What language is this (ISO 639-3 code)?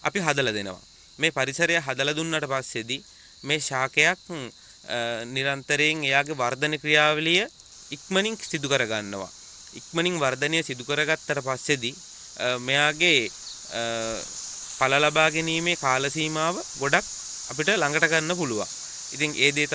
sin